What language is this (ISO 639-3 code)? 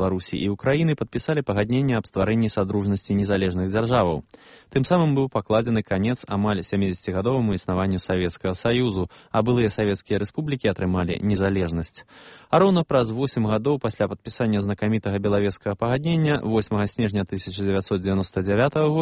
bel